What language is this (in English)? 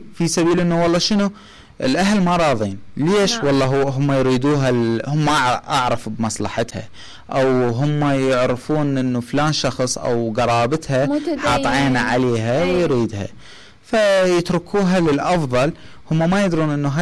Mesopotamian Arabic